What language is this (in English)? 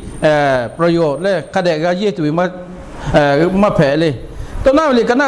Lahu